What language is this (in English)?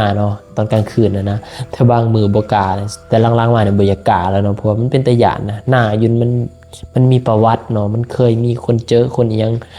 Lao